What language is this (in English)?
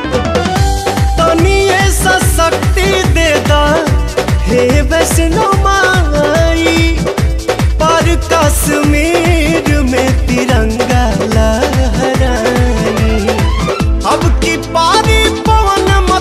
Bhojpuri